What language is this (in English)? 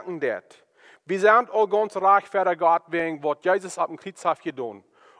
Plautdietsch